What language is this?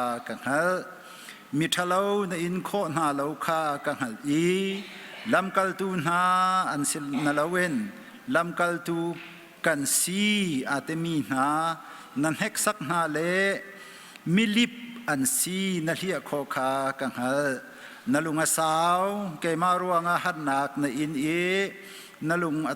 Hakha Chin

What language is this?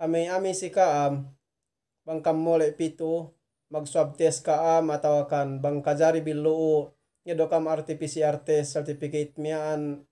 Yakan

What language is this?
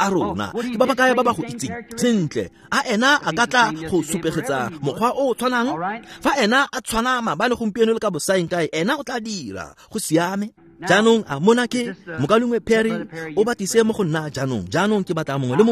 Tswana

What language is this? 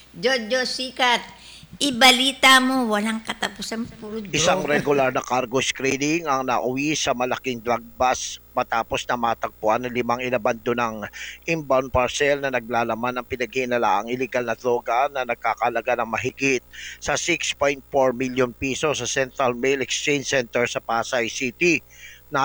Filipino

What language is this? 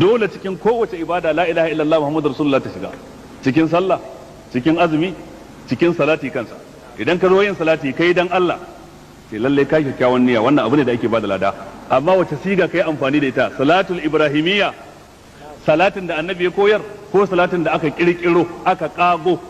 Hausa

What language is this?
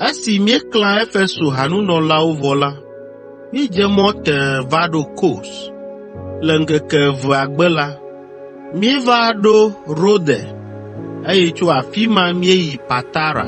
Ewe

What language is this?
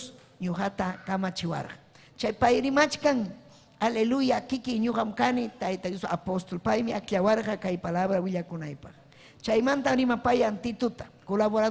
Ayacucho Quechua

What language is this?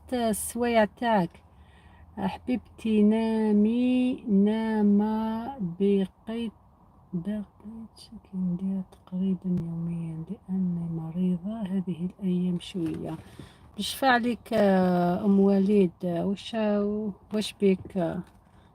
Algerian Arabic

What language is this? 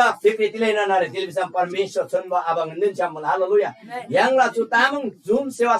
Eastern Tamang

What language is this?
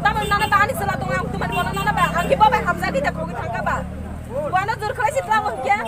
Kok Borok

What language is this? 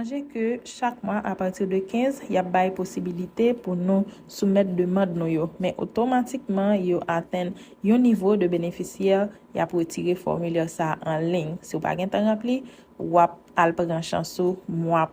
Haitian Creole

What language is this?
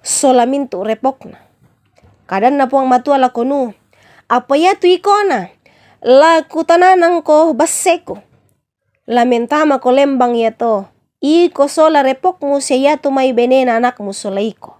Toraja-Sa'dan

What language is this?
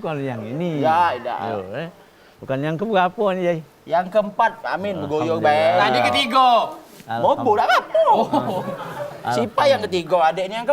Musi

